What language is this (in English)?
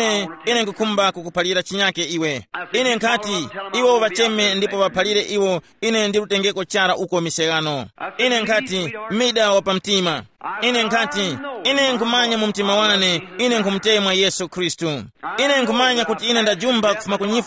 Tumbuka